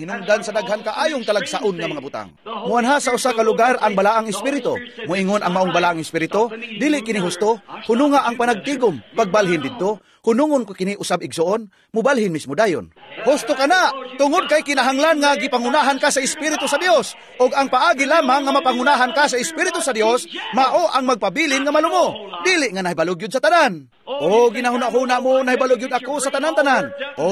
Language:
Cebuano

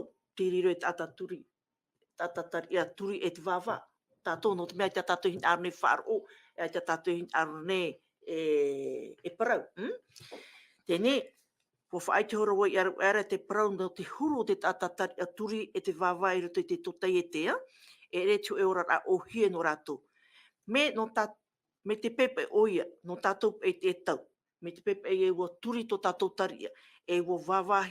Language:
Tahitian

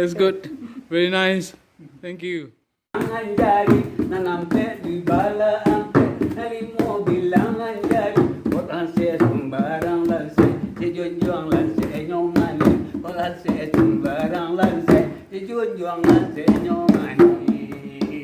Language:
Minangkabau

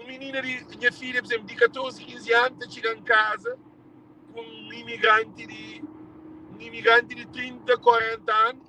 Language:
Kabuverdianu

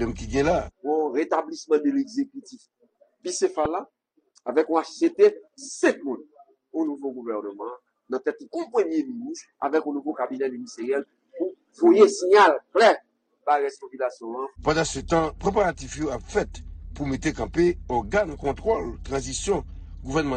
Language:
Haitian Creole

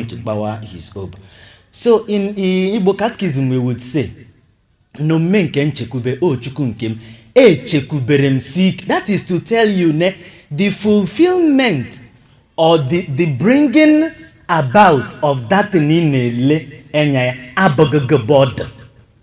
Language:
Igbo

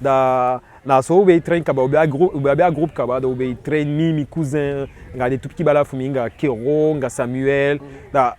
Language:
Eastern Maroon Creole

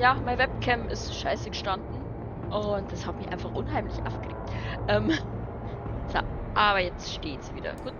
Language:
Bavarian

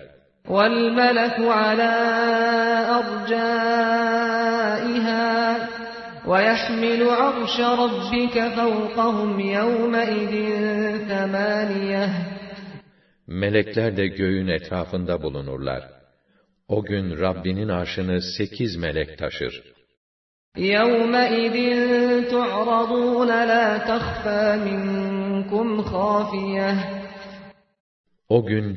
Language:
Turkish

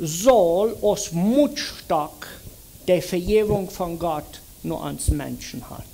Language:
Plautdietsch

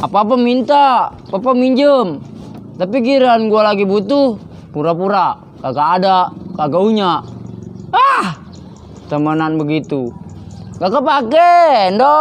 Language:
Betawi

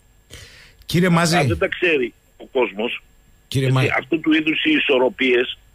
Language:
Greek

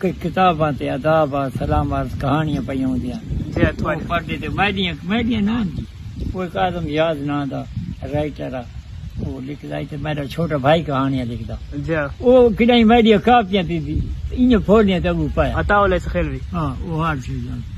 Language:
Saraiki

